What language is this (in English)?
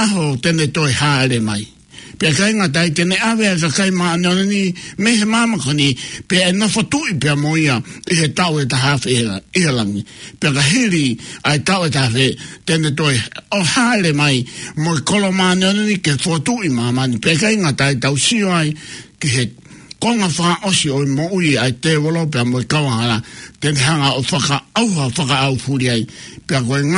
Tongan